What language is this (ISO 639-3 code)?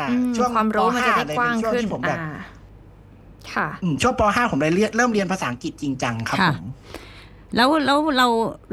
tha